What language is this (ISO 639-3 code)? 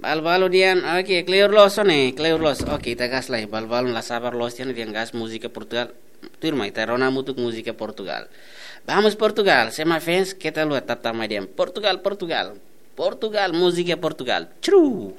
tet